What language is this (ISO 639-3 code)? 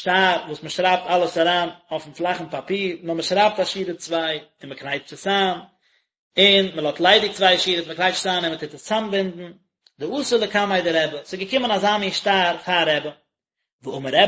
yid